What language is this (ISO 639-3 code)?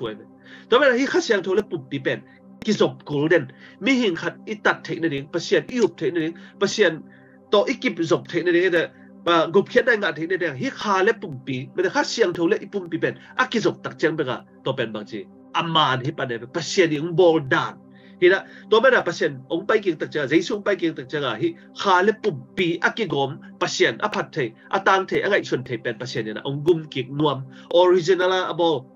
ctd